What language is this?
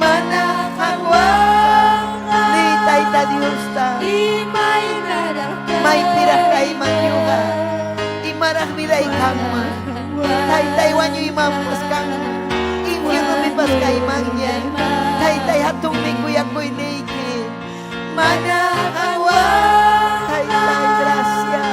Ayacucho Quechua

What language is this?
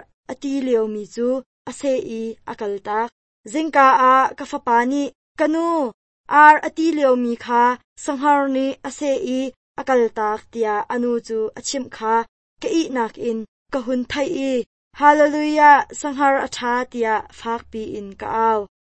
Hakha Chin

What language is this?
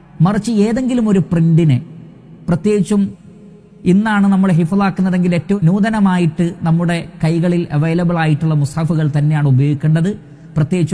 Malayalam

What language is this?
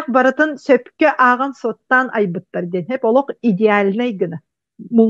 Yakut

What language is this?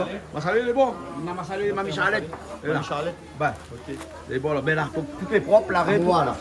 Réunion Creole French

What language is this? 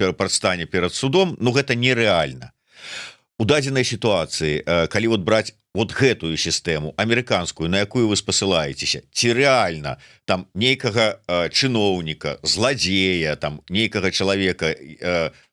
Belarusian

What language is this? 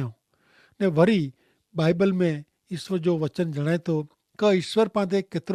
Kachhi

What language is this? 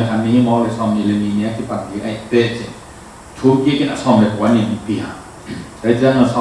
Tedim Chin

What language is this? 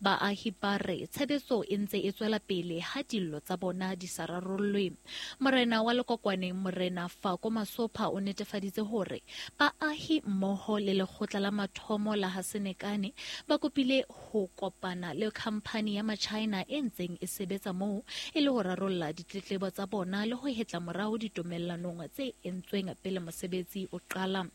Southern Sotho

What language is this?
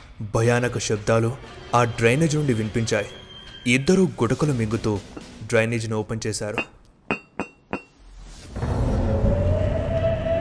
Telugu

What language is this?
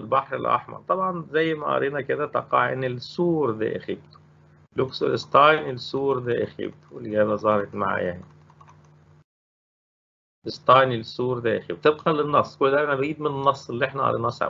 Egyptian Arabic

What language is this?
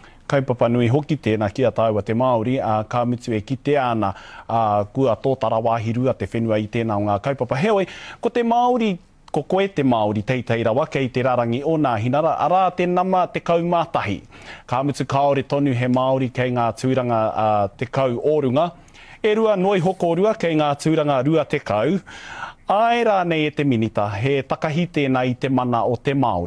Māori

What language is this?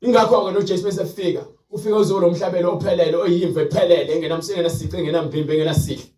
Zulu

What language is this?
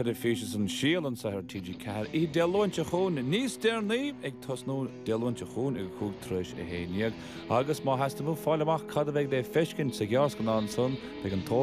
Irish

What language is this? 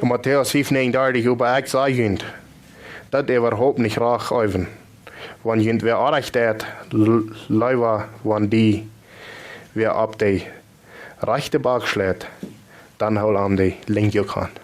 Plautdietsch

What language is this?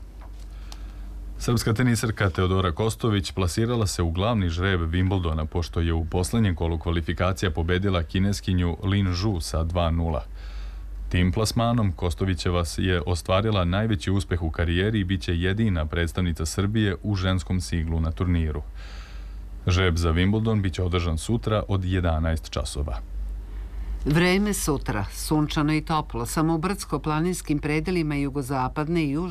Serbian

